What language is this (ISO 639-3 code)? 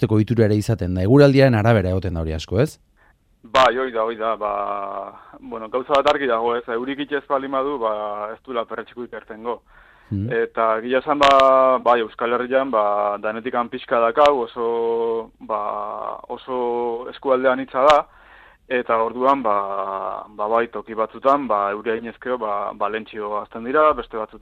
eus